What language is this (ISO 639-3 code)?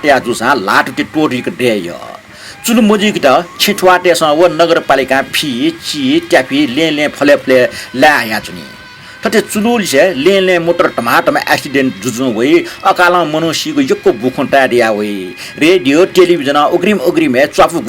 new